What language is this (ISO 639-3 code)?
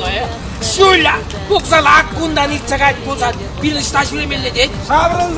chv